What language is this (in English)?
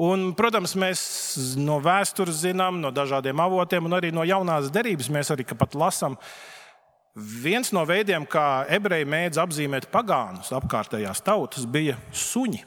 Latvian